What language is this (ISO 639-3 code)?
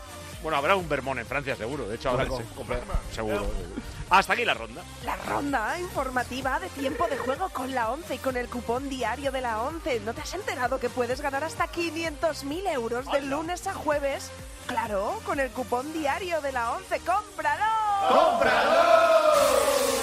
spa